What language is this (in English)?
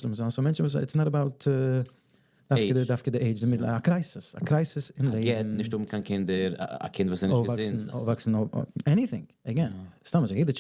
Yiddish